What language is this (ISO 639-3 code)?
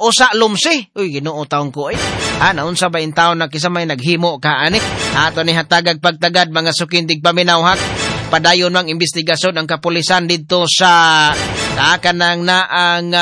ceb